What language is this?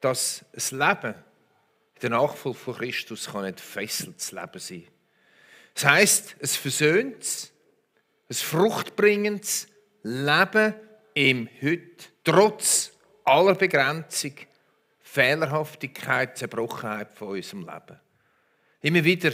Swiss German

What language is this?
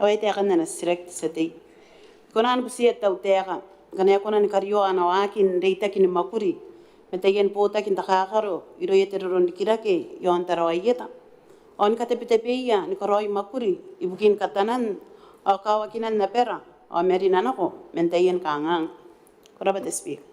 Gilbertese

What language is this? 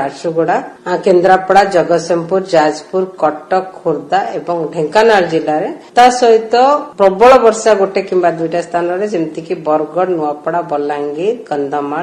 Odia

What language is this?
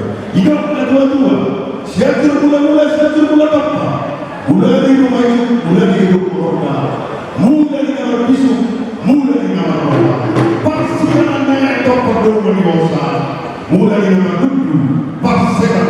Batak Toba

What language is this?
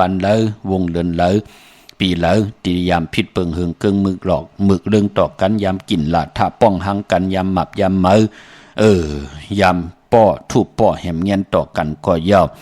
Shan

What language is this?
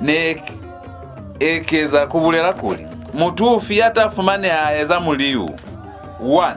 Lozi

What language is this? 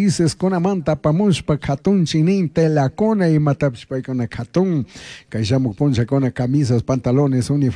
Chimborazo Highland Quichua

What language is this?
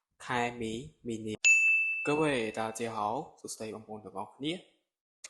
Khmer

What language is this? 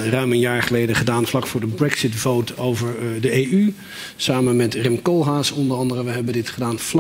Dutch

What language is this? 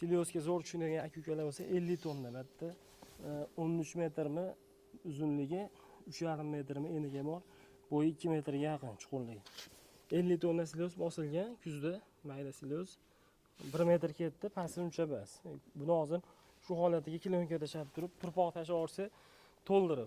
Uzbek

